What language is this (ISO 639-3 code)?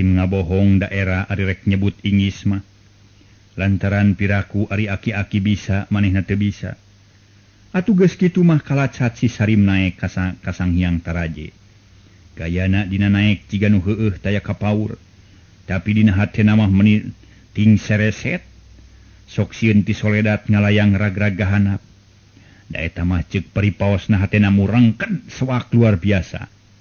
sun